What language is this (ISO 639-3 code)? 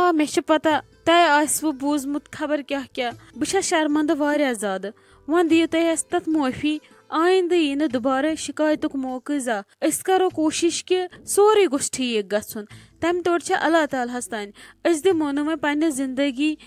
kas